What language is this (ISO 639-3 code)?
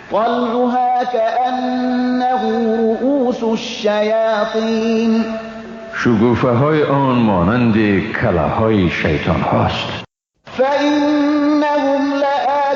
fas